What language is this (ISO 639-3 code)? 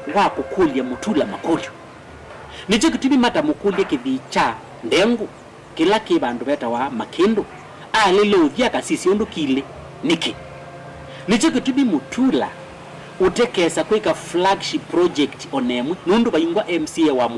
kam